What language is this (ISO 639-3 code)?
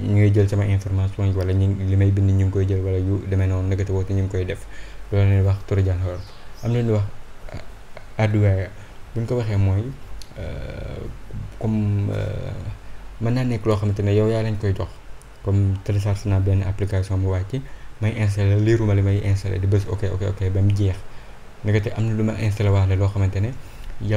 wol